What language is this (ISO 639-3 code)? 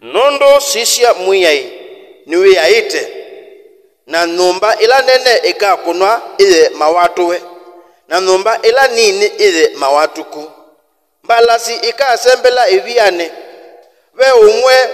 kam